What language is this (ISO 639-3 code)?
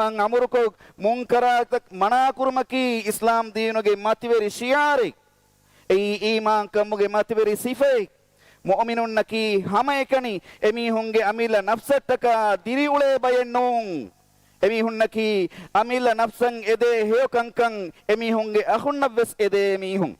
div